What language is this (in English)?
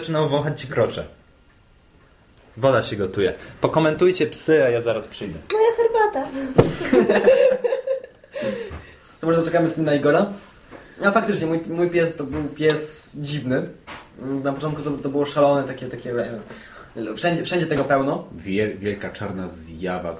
Polish